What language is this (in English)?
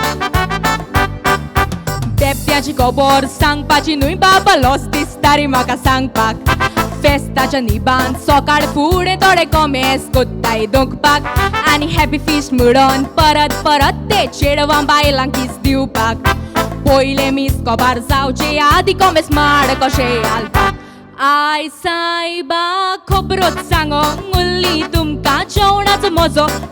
Konkani